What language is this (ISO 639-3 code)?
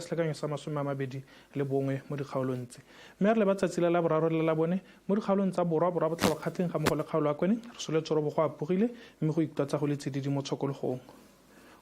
tsn